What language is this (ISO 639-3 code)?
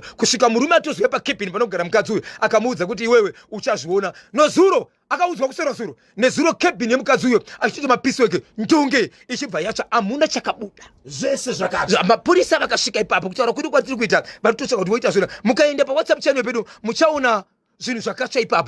sna